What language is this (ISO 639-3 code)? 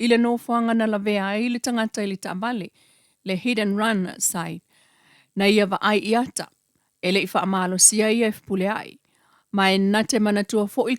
smo